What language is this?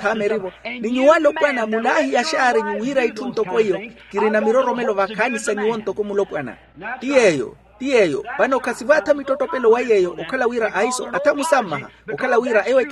Makhuwa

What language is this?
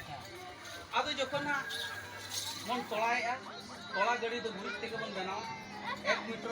Santali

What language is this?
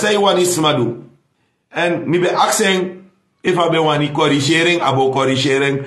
Sranan Tongo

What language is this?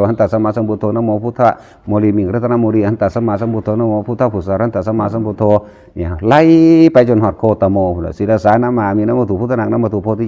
Northeastern Thai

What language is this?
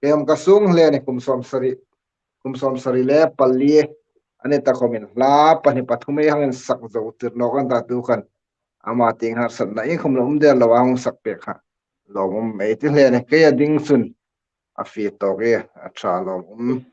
Hmar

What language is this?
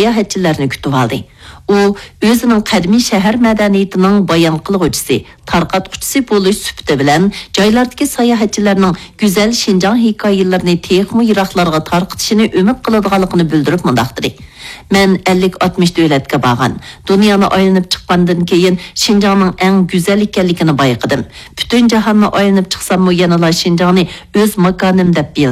Uyghur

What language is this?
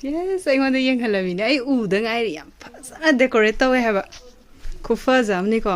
Manipuri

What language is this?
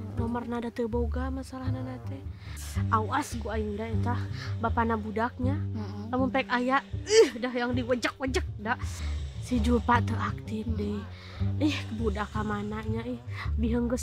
Sundanese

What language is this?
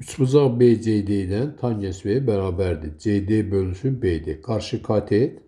Azerbaijani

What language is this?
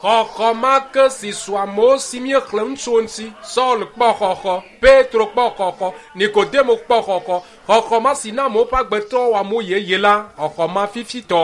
Ewe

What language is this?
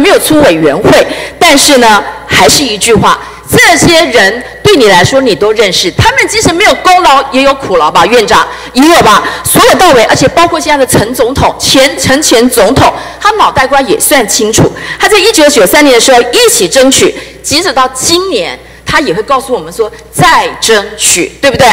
Chinese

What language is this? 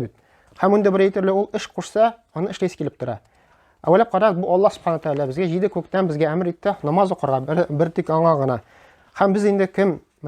Tatar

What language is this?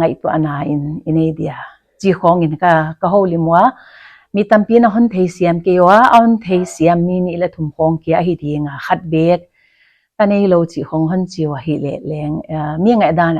Paite Chin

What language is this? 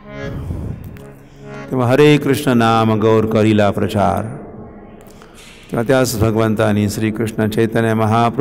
Marathi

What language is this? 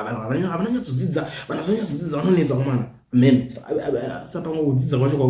Shona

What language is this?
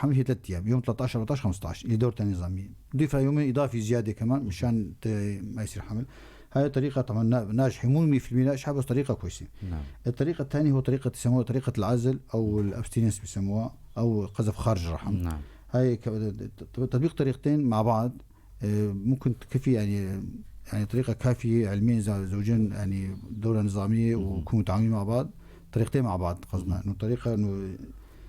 North Levantine Arabic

